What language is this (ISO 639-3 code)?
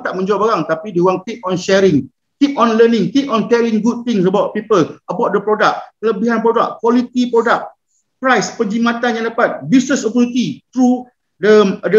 msa